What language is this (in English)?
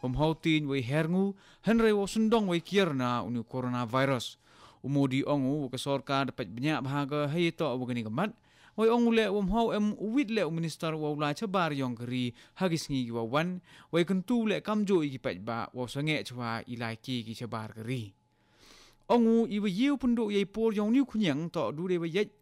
Khasi